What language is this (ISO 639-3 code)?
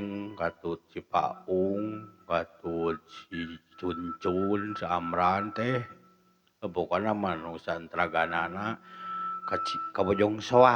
sun